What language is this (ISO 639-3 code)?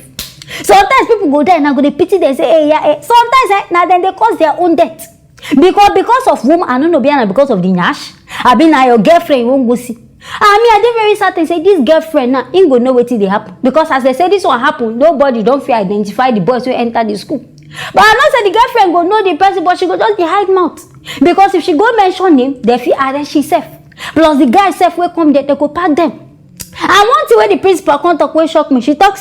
pcm